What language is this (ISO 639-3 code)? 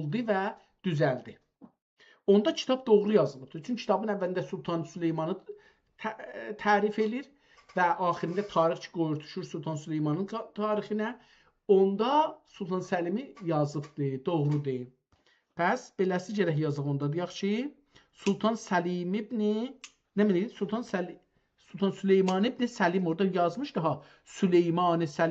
azb